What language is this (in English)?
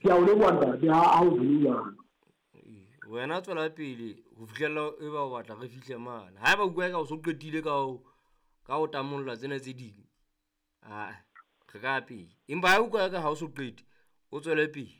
Southern Sotho